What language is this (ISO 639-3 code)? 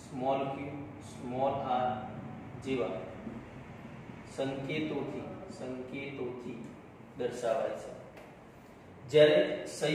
guj